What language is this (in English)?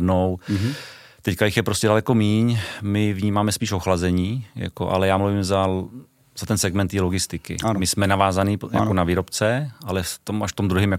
Czech